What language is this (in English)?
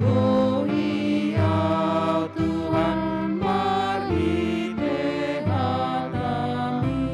Batak Toba